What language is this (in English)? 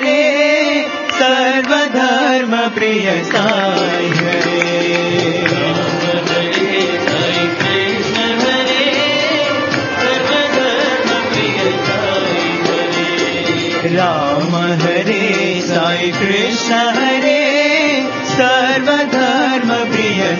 Telugu